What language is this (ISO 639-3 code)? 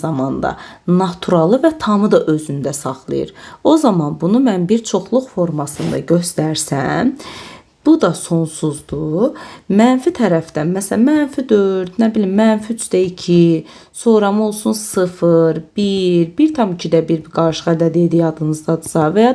aze